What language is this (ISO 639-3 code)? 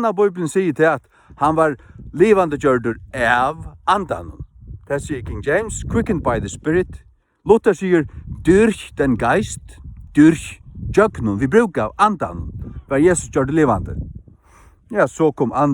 fao